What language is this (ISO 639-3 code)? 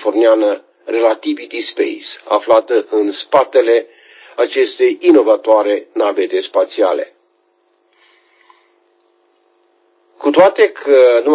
ron